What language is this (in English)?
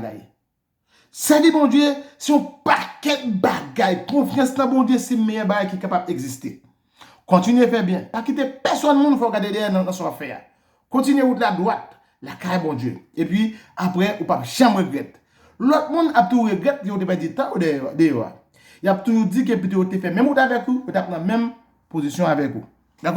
Haitian Creole